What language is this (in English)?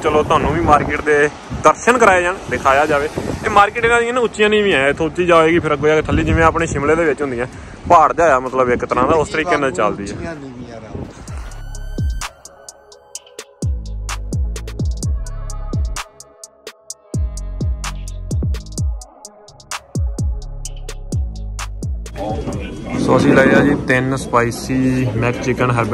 Punjabi